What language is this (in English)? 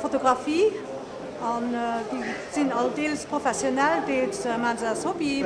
Luxembourgish